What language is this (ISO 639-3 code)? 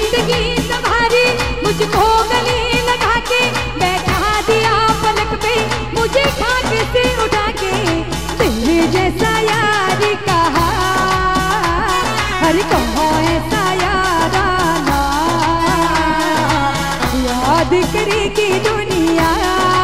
hin